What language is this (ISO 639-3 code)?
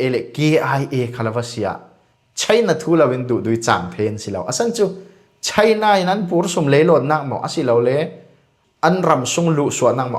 cfm